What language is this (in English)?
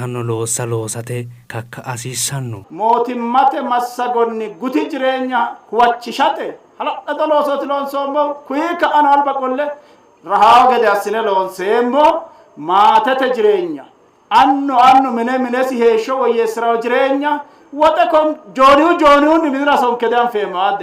Sidamo